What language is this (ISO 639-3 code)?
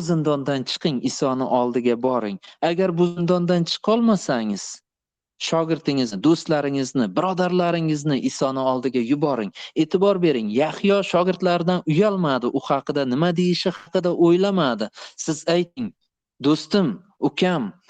uzb